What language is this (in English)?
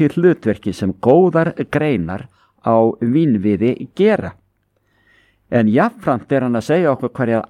Icelandic